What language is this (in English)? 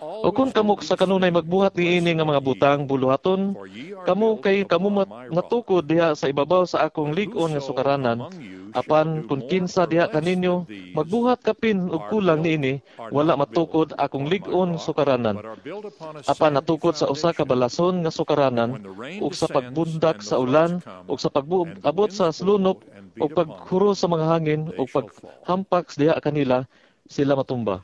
Cebuano